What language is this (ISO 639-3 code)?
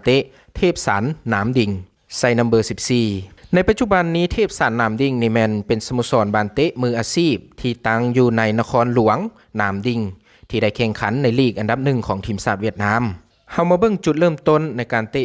lao